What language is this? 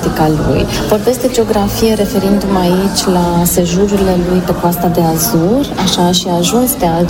Romanian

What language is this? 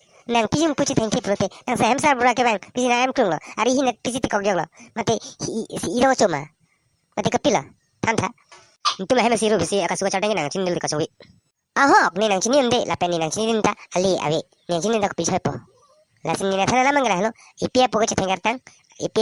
Karbi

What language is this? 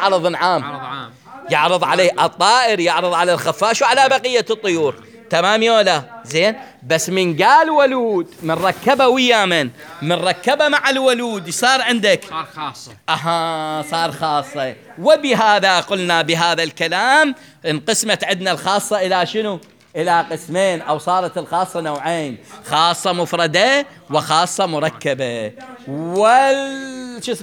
Mesopotamian Arabic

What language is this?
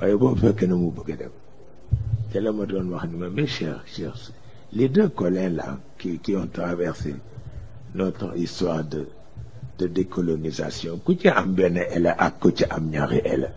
Wolof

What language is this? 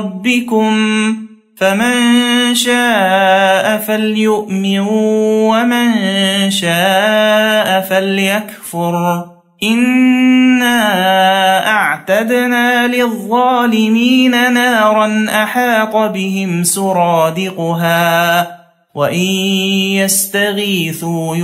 Arabic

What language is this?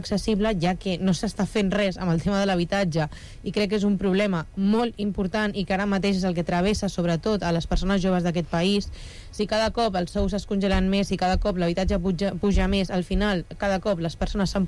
Catalan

